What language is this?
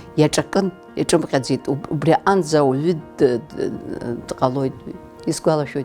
Abkhazian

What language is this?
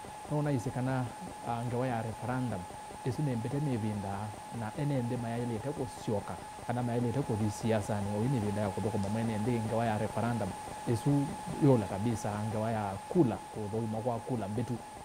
Kamba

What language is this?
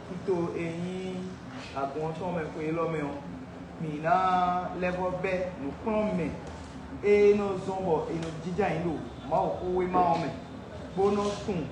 Fon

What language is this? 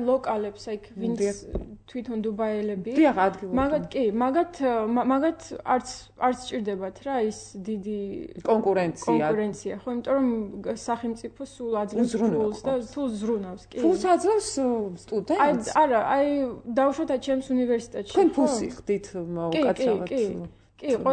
Georgian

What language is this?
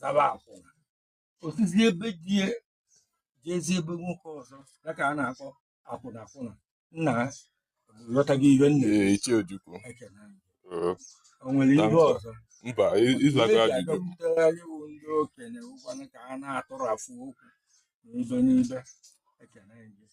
Igbo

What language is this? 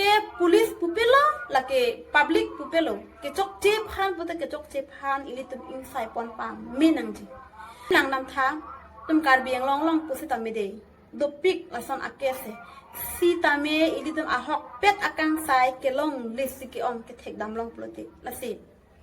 Karbi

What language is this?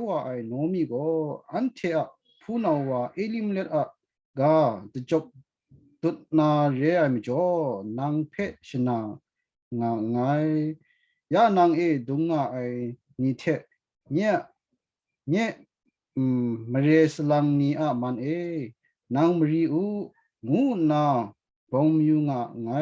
Kachin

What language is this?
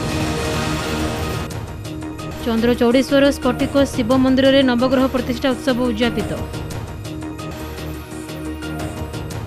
Odia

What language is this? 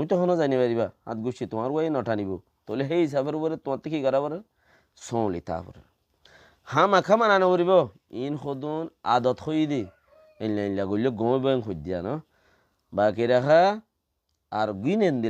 Rohingya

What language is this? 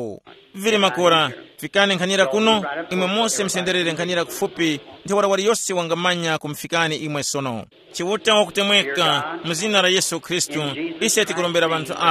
Tumbuka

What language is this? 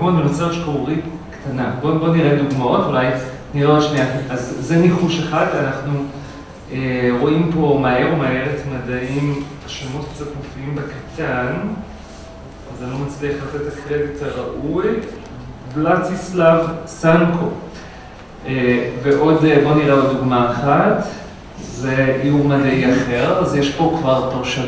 Hebrew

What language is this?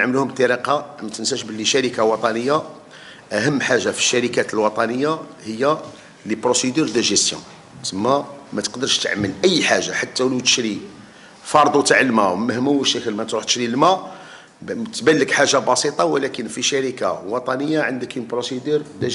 Algerian Arabic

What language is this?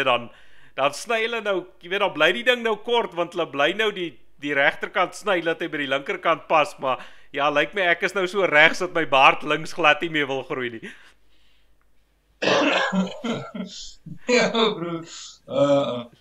Afrikaans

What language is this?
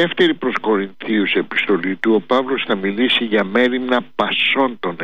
Greek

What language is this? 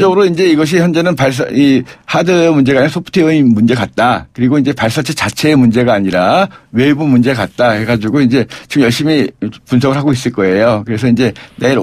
Korean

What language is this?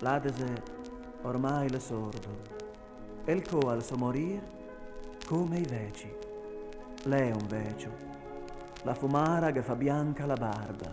Venetian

